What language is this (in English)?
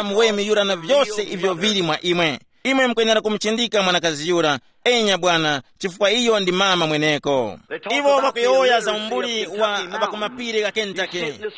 Tumbuka